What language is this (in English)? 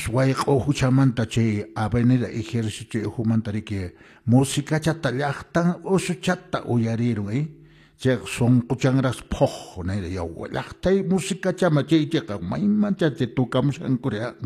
Quechua